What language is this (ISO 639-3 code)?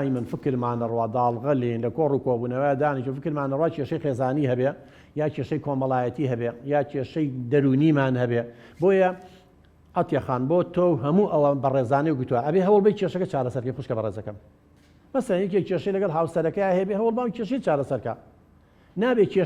ckb